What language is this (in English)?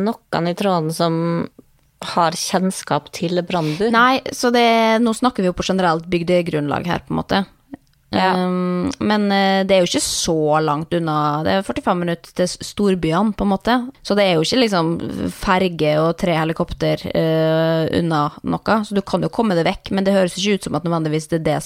Norwegian